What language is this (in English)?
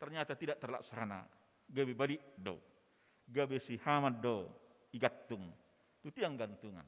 Batak Toba